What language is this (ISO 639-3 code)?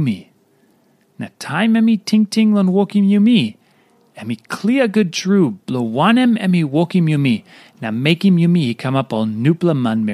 tpi